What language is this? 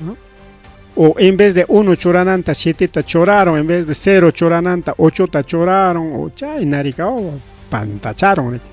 Ayacucho Quechua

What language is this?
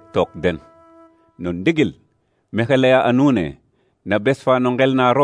Serer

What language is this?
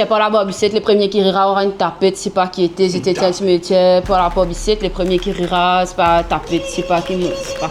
Morisyen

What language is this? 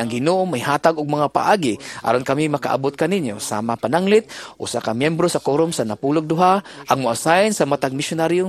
Cebuano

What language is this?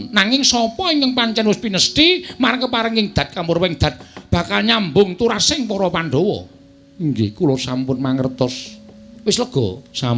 Javanese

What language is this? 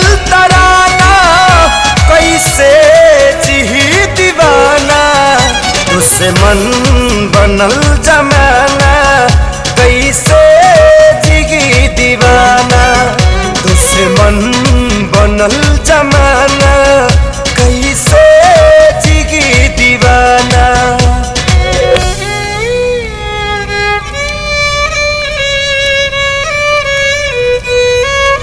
Bhojpuri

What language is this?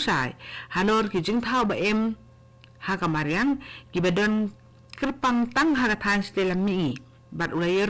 Khasi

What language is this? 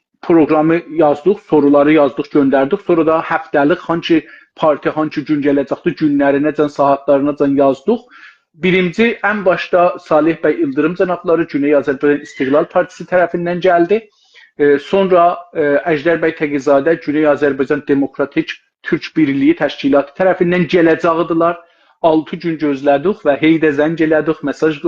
South Azerbaijani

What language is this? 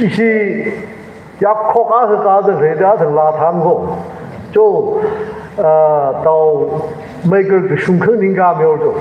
Tangkhul Naga (India)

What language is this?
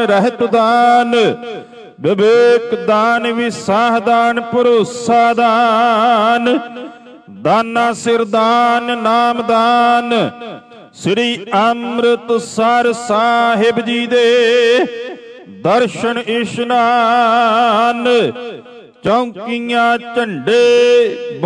Punjabi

